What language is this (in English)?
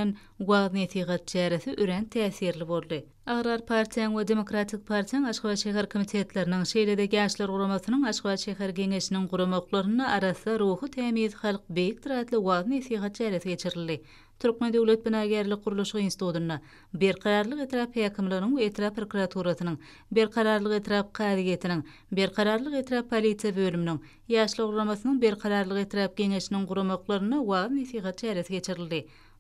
Turkmen